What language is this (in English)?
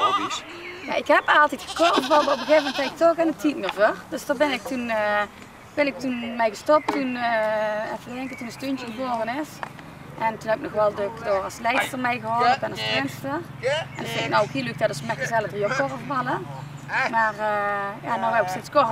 Limburgish